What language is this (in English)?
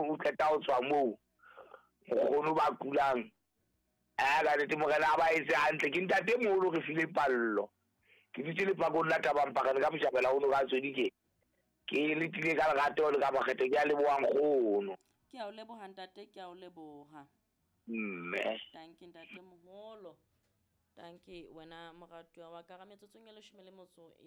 Southern Sotho